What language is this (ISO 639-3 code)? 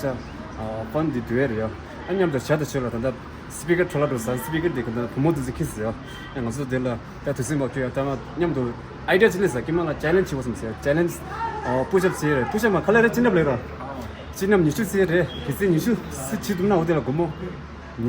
bod